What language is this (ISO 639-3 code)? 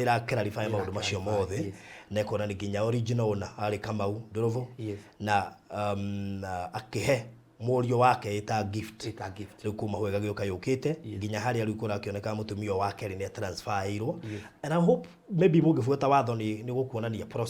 kik